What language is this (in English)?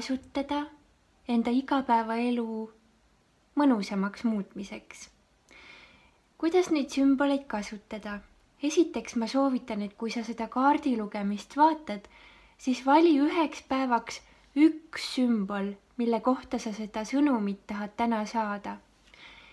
Estonian